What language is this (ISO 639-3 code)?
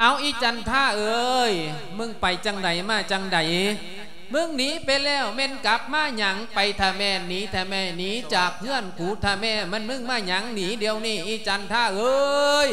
lao